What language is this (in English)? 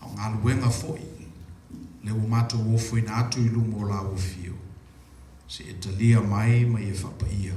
Samoan